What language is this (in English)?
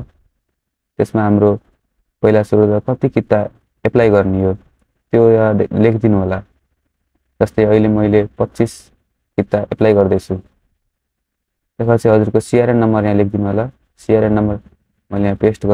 Nepali